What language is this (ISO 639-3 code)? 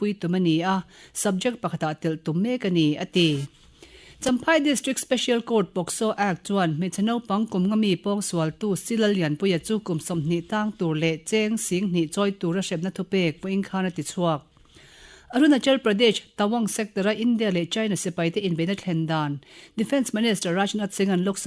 lus